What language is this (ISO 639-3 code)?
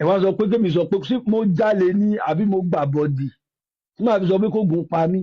yor